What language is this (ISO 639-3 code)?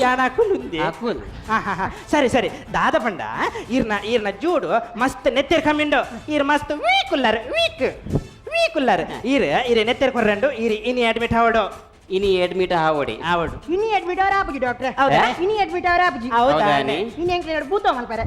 tcy